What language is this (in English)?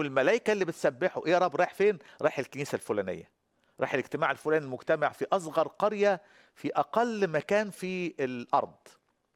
Egyptian Arabic